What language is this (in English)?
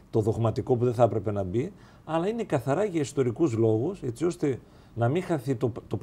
Greek